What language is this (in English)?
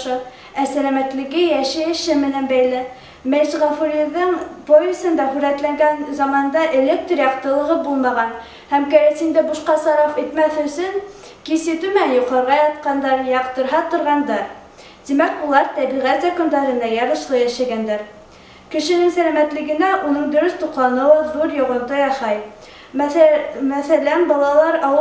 Bashkir